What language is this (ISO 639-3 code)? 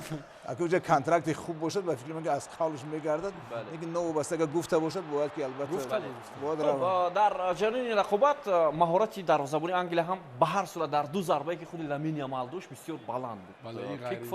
tgk